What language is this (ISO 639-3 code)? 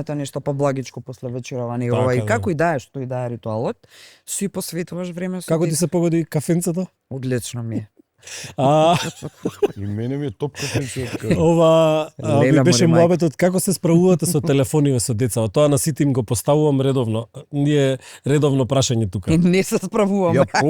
mkd